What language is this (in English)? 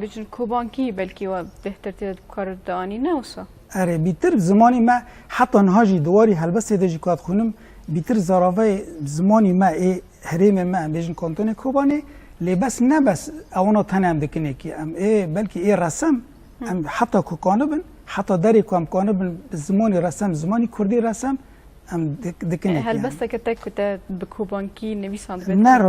Kurdish